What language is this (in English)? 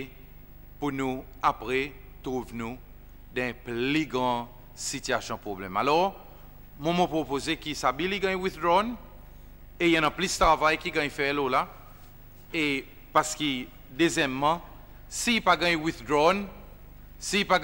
Seselwa Creole French